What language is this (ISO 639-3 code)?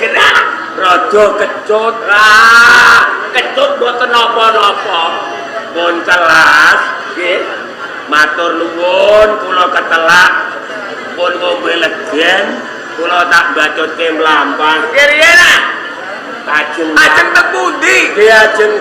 jav